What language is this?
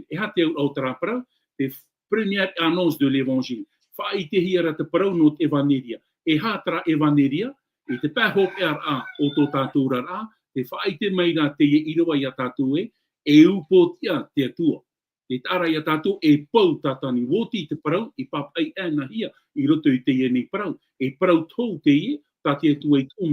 Tahitian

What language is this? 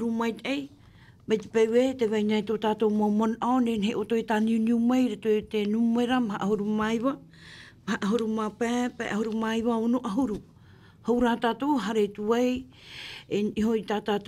Tahitian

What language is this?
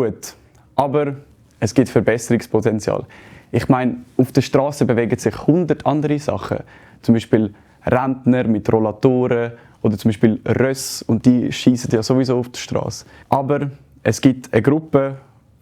Swiss German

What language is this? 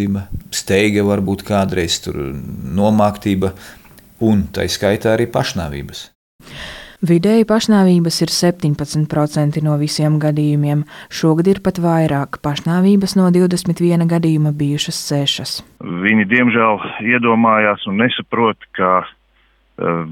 Latvian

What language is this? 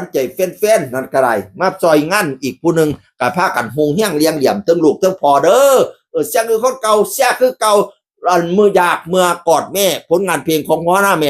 Northeastern Thai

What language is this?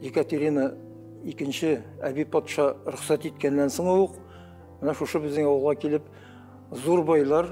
Tatar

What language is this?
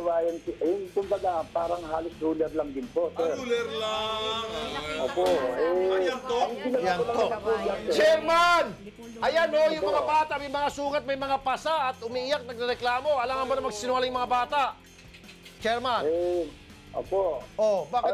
Filipino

